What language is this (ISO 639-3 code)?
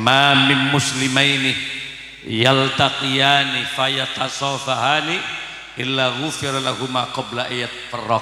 mad